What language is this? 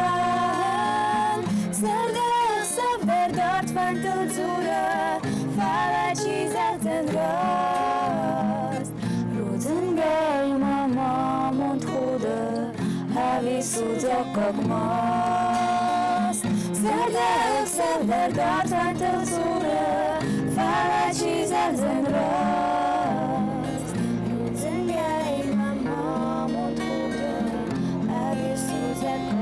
Ossetic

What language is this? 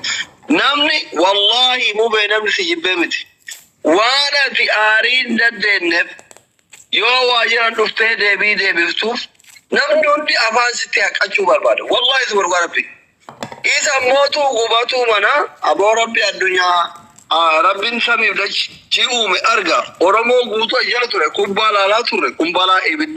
Oromo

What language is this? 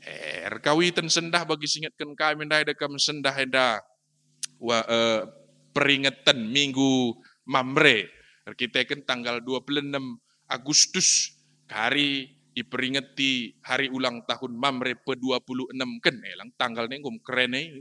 Batak Karo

